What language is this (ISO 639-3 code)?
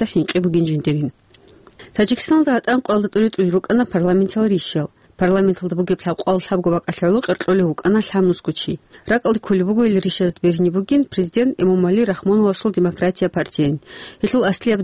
ava